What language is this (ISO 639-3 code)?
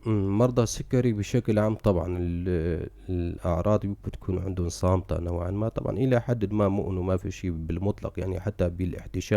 apc